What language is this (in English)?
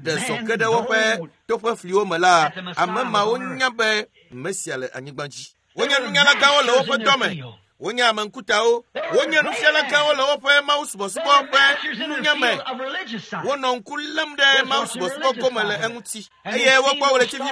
Ewe